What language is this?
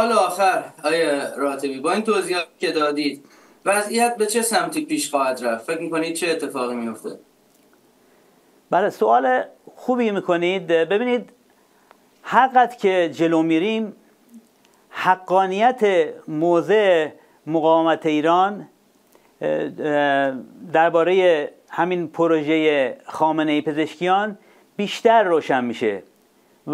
Persian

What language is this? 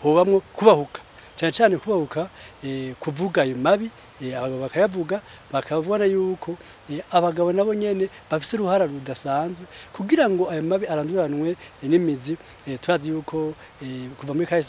Rundi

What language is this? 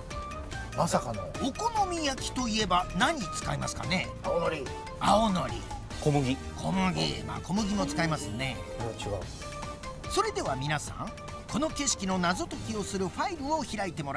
Japanese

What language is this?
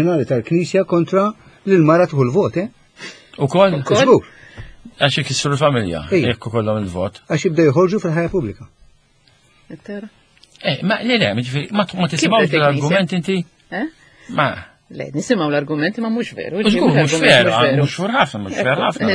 Maltese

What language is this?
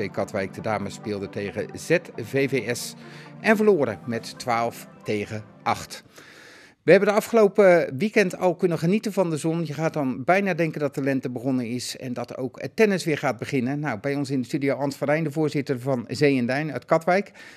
Dutch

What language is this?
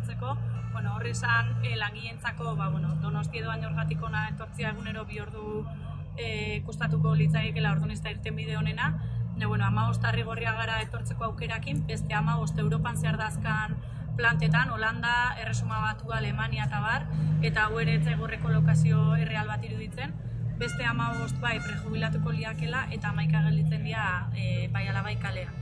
Basque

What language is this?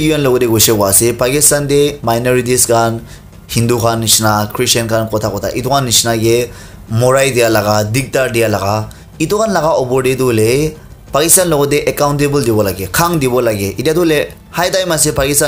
Naga Pidgin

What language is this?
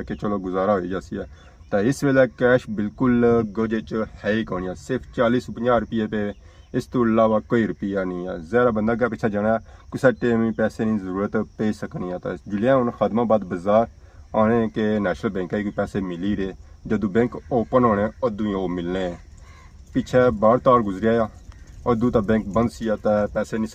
Pahari-Potwari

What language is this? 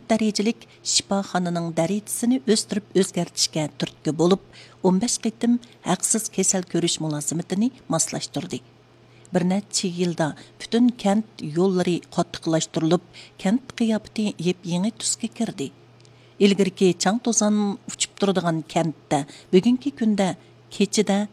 Uyghur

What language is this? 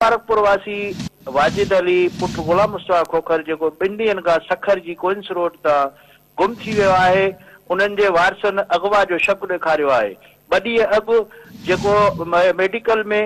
Sindhi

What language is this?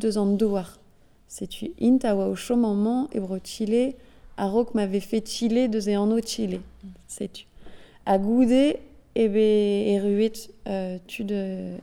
Breton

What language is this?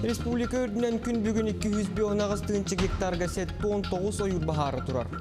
Yakut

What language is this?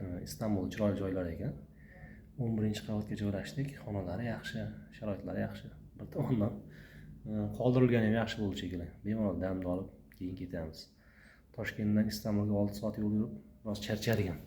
Uzbek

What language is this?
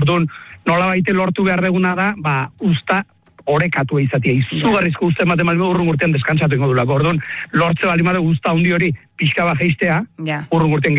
Basque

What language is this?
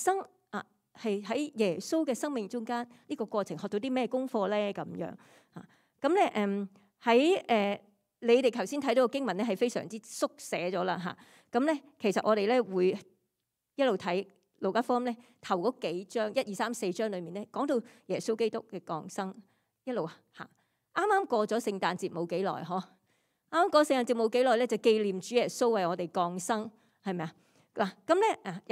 Cantonese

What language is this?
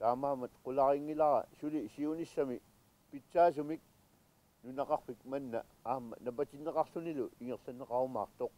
Kalaallisut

